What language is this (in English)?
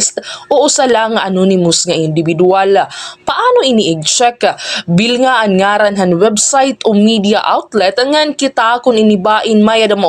Waray